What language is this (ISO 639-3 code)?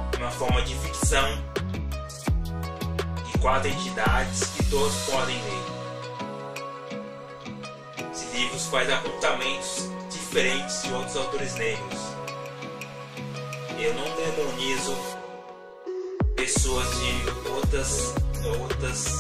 por